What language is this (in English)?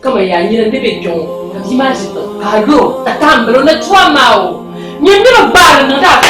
Dagbani